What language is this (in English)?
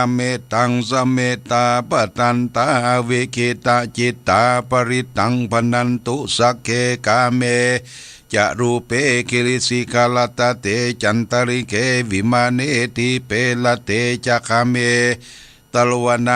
Pali